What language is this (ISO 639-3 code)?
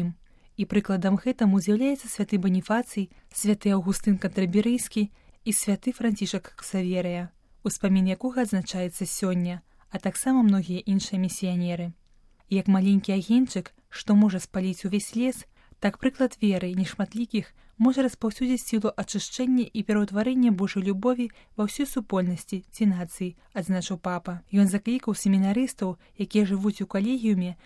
bel